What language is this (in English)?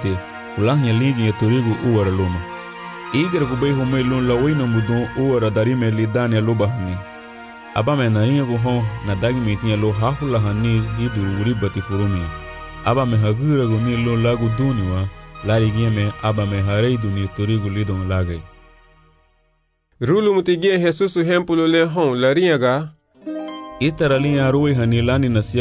Garifuna